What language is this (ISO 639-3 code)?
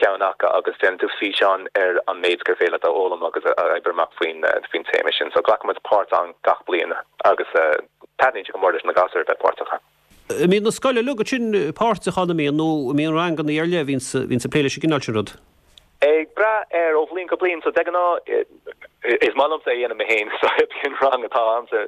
gle